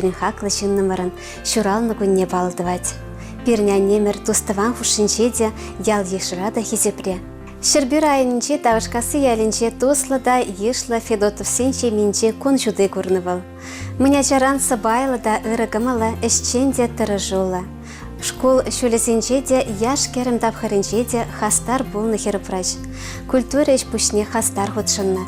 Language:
Chuvash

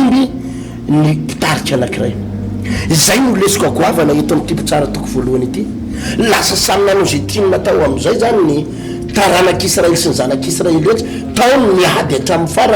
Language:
Malagasy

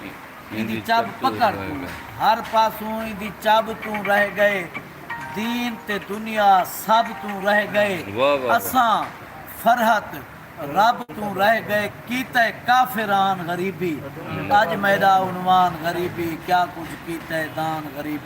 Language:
Saraiki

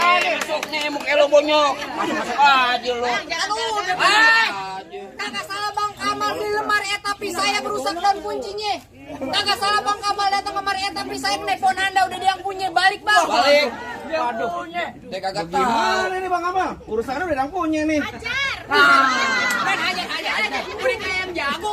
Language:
Betawi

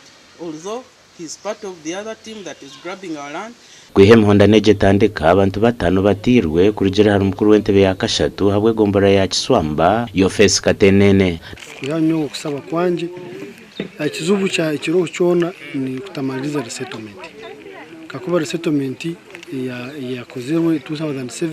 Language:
Nyankole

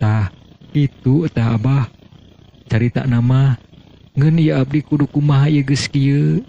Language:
Sundanese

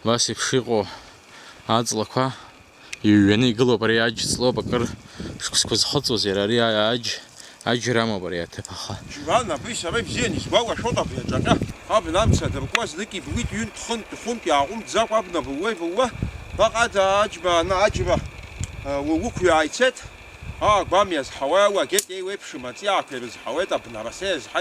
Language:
Abkhazian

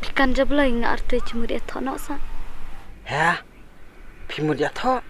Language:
Khasi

